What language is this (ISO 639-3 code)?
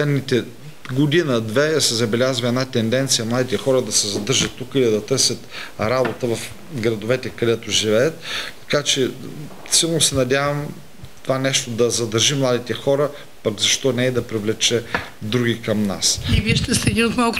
bul